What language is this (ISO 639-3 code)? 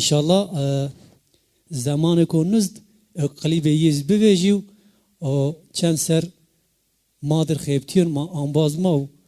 zza